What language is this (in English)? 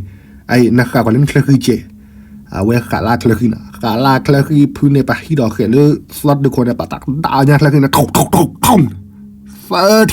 S'gaw Karen